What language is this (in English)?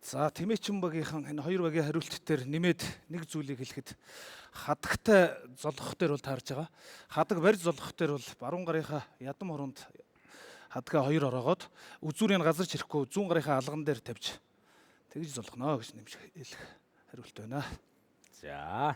Mongolian